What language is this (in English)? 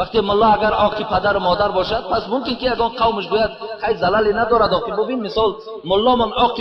Tajik